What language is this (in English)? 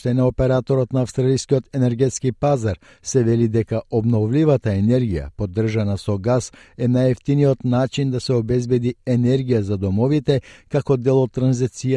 Macedonian